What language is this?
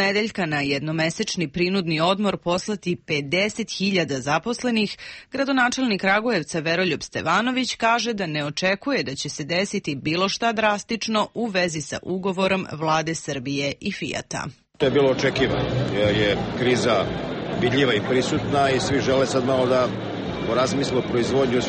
Serbian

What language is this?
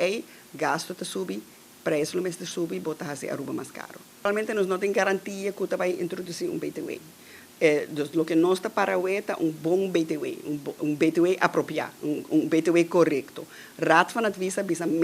Papiamento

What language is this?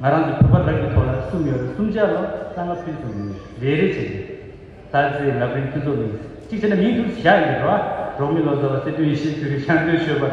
Tibetan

